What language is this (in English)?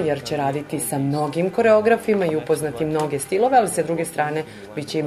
Serbian